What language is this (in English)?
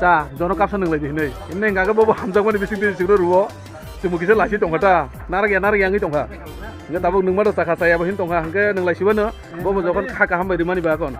Kok Borok